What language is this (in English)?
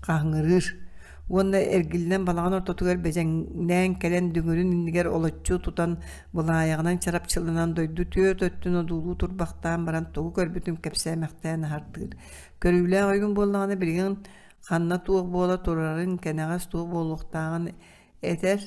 Yakut